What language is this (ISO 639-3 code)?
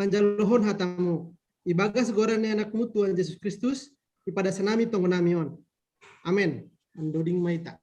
bts